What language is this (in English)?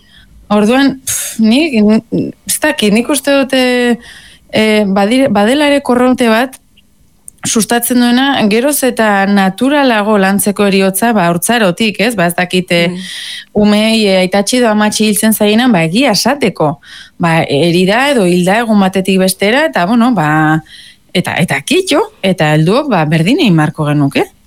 Basque